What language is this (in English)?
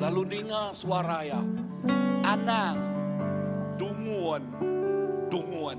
Iban